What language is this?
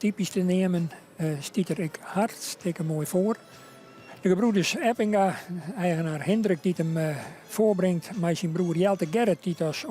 Western Frisian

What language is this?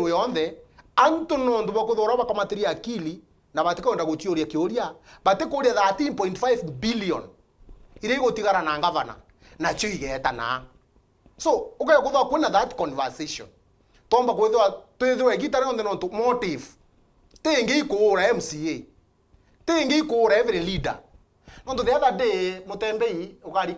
Meru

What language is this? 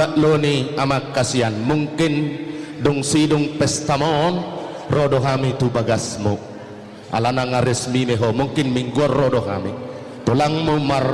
Batak Toba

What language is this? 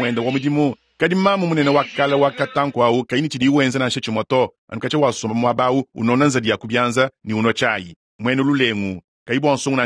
Luba-Lulua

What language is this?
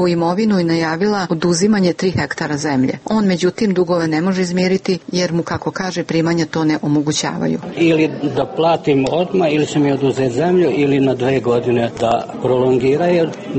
Serbian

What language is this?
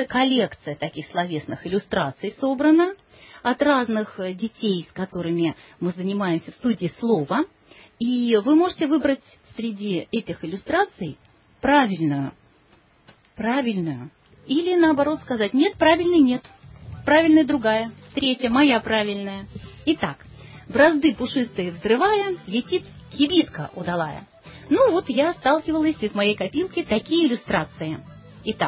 Russian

